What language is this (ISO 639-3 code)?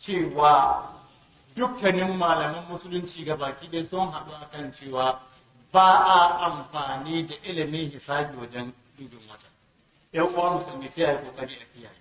hau